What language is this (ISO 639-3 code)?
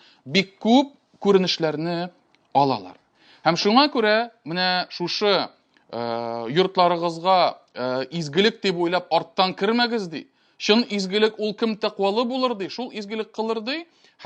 tat